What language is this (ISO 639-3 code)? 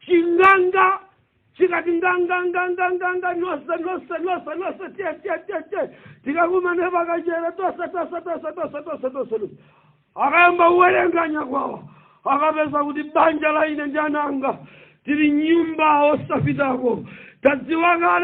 nya